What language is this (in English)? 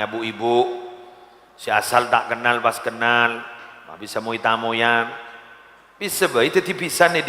Madurese